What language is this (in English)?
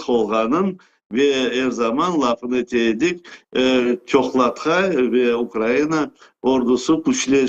Crimean Tatar